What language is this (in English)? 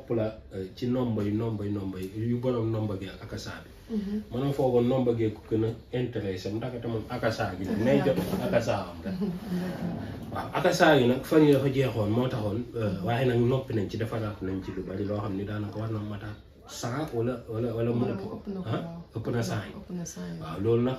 Wolof